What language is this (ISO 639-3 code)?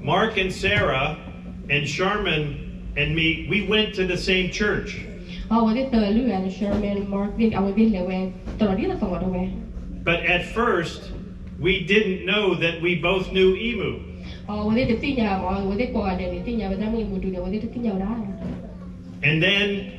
ksw